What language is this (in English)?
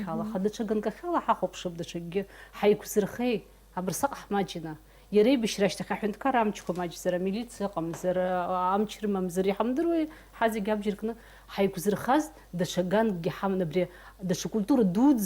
Abkhazian